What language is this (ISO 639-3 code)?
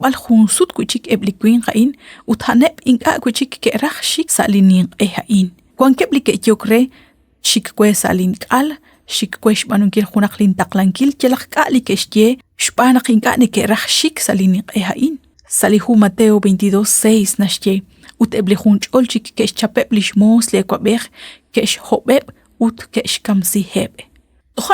kek